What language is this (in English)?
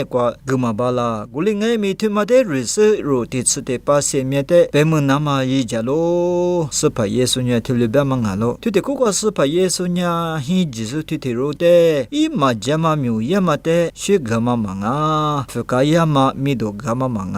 Lisu